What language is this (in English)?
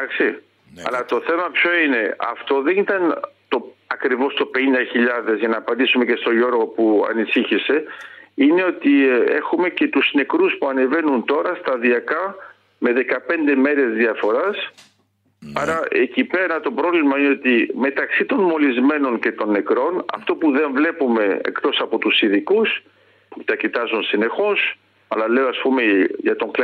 Greek